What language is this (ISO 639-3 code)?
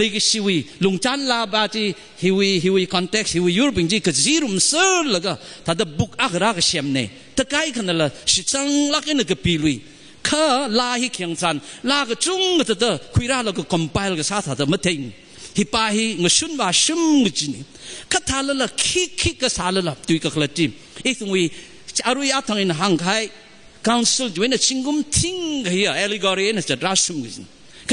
nmf